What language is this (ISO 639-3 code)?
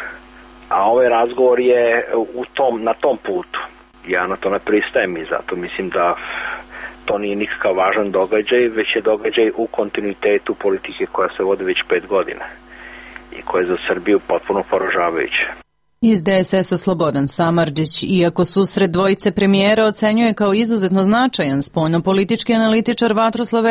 srp